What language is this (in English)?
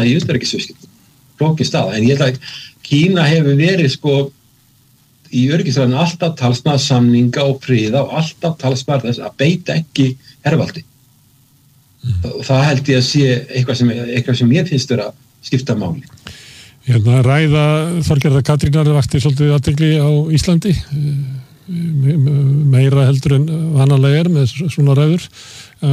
Icelandic